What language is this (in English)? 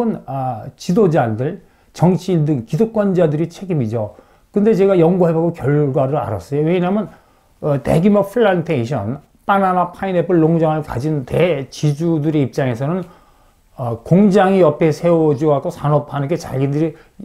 Korean